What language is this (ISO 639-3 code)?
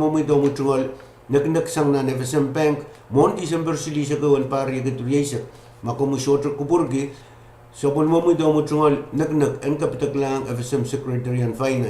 pon